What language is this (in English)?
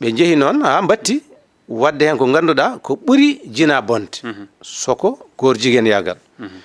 Fula